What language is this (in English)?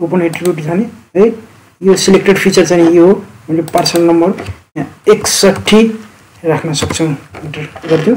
Nepali